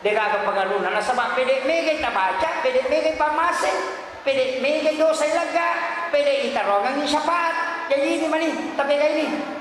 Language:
Buginese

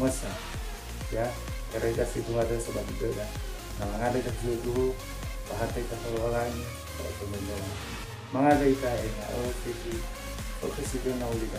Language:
Nias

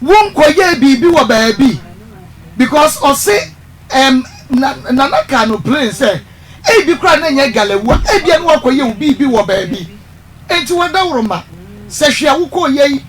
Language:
Akan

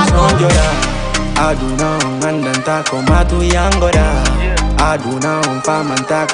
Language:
Fula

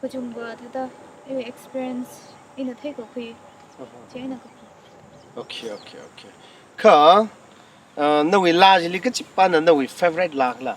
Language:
Tangkhul Naga (India)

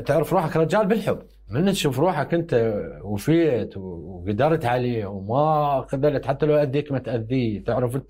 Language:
Mesopotamian Arabic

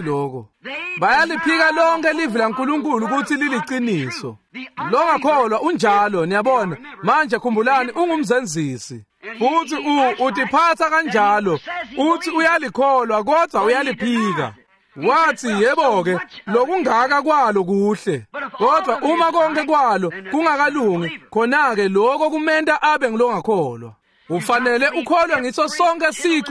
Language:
Swati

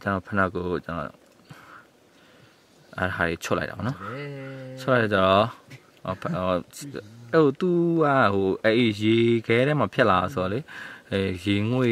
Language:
Burmese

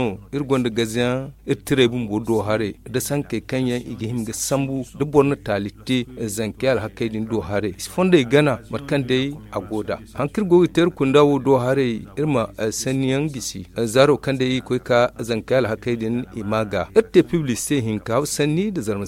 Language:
Zarma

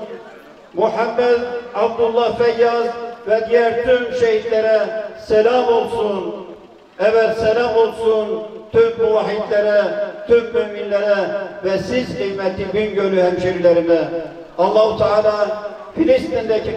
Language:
Turkish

